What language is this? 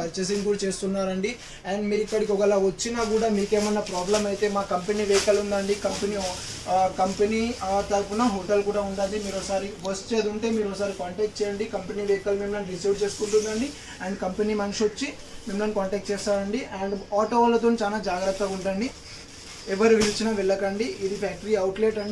Telugu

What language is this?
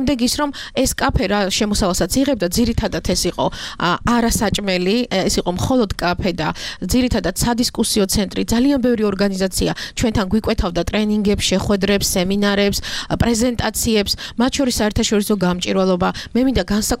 Georgian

